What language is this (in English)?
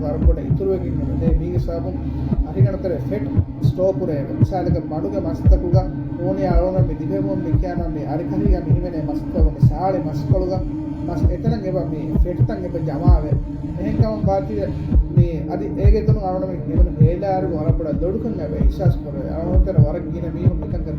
Divehi